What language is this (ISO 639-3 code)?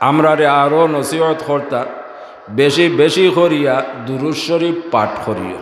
syl